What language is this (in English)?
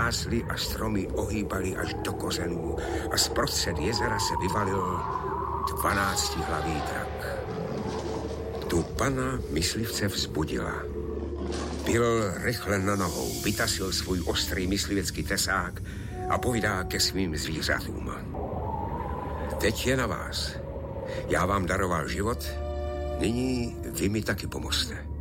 Czech